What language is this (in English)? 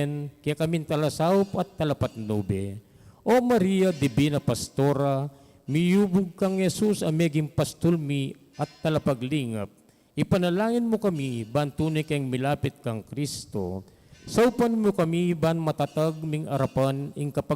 Pampanga